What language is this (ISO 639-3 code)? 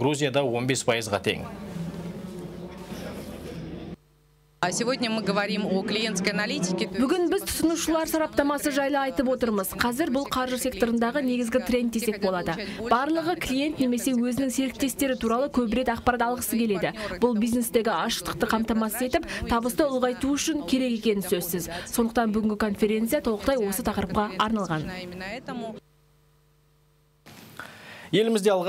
kaz